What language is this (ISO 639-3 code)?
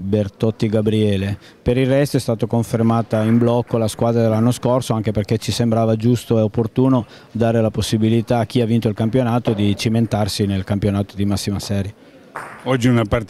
ita